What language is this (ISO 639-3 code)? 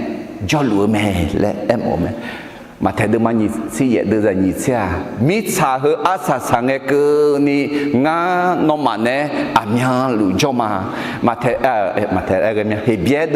ahk